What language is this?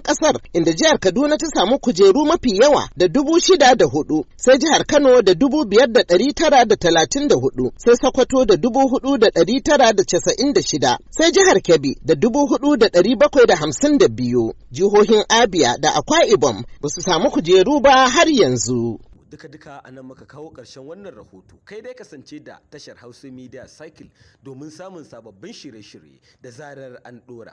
Hausa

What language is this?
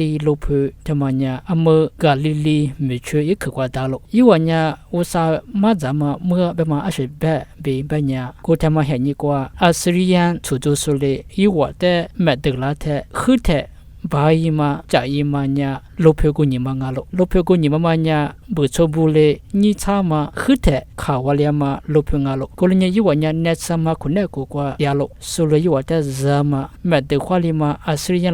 Lisu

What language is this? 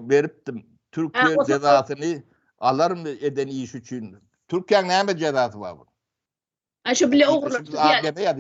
Turkmen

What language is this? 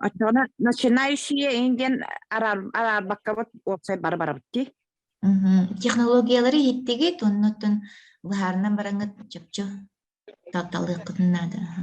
Yakut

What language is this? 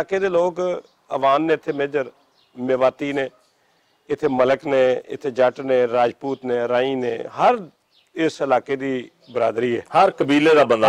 Western Panjabi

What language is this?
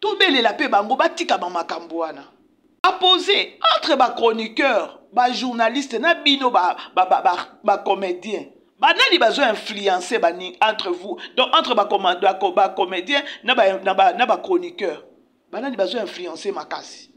Lingala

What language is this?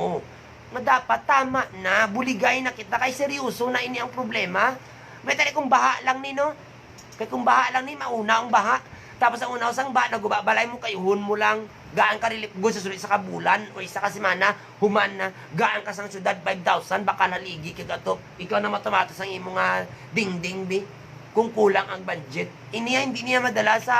Hiligaynon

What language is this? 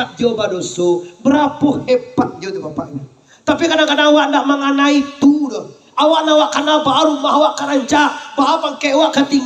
Minangkabau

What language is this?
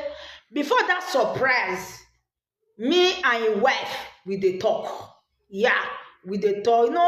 Nigerian Pidgin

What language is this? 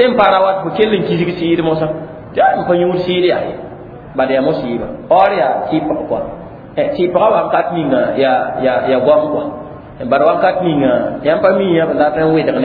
Mossi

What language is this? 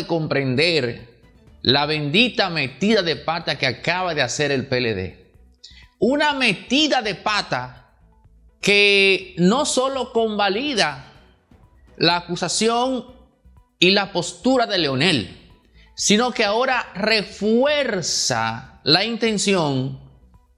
Spanish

